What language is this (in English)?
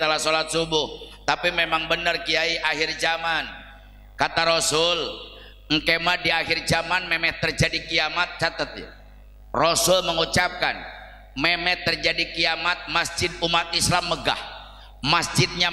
Sundanese